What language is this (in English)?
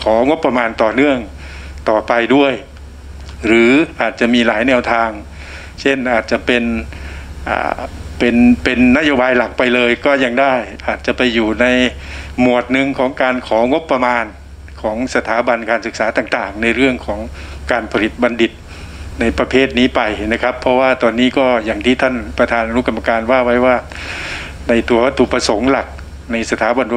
Thai